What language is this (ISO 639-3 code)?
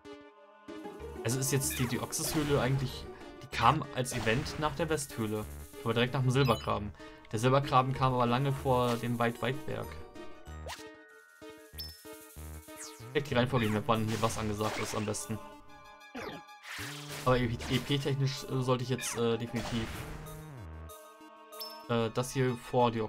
deu